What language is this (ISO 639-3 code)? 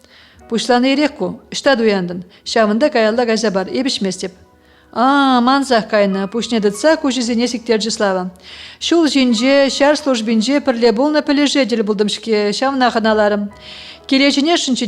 chv